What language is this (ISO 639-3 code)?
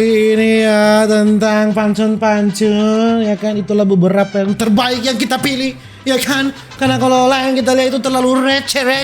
xmm